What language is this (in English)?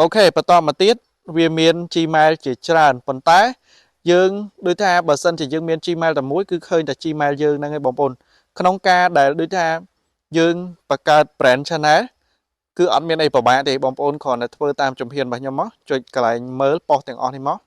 Khmer